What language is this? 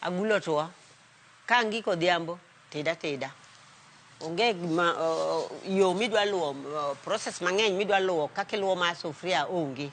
Luo (Kenya and Tanzania)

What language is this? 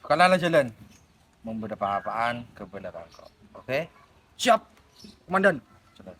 Madurese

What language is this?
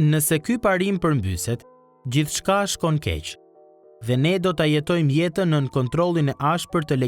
Albanian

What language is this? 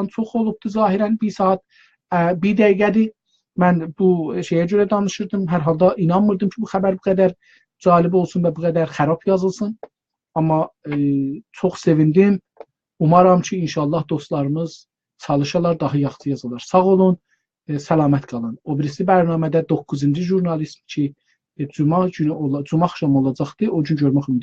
South Azerbaijani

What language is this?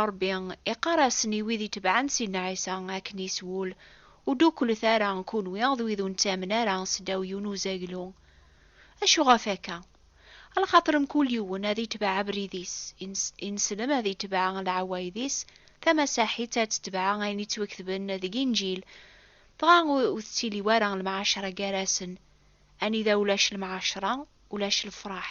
Kabyle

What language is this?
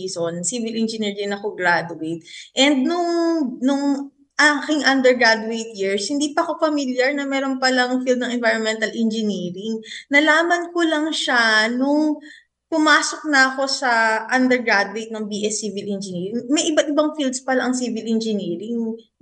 Filipino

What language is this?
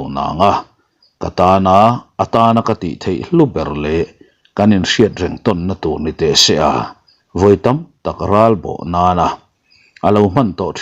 Mizo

